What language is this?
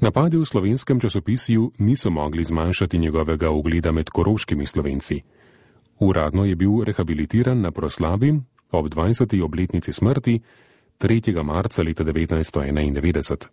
Slovenian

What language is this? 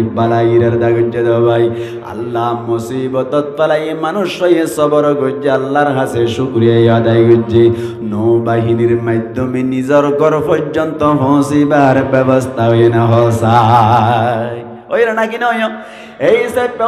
Rohingya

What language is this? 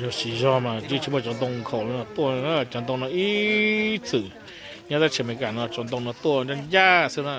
Hmong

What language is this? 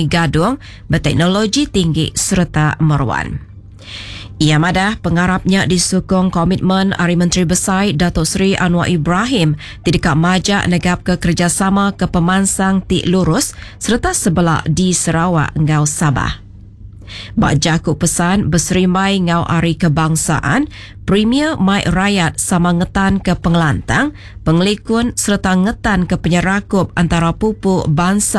Iban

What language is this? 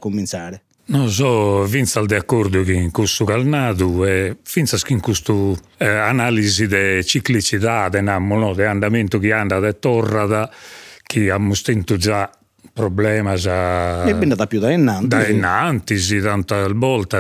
Sardinian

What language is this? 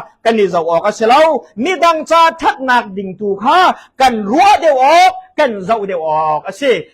Hakha Chin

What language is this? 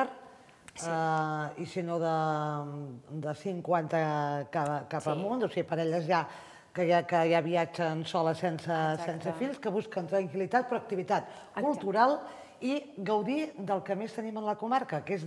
Catalan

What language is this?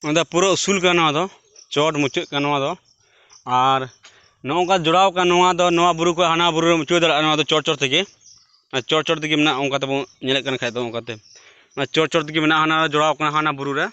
Santali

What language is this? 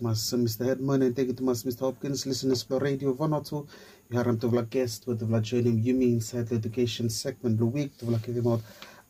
Bislama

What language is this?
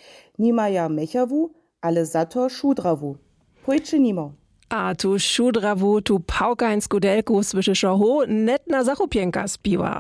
Upper Sorbian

